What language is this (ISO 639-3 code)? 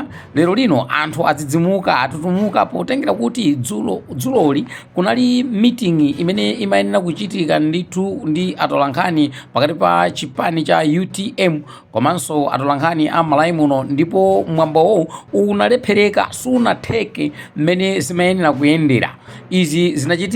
nya